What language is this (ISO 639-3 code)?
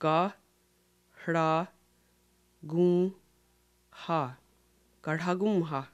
moh